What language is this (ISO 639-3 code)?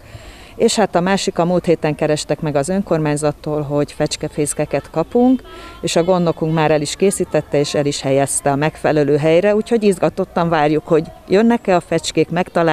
hun